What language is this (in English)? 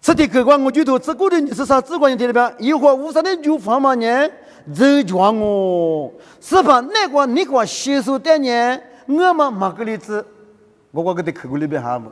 Lisu